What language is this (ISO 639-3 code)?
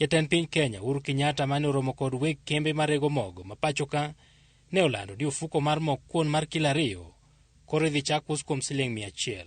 luo